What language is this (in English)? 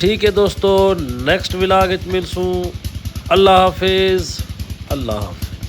Saraiki